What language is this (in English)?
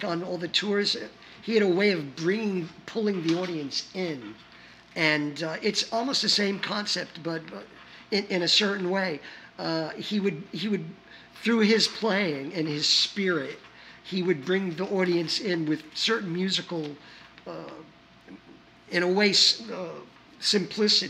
English